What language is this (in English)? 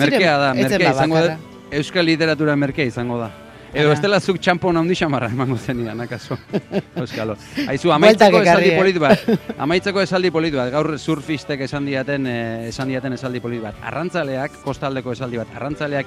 Basque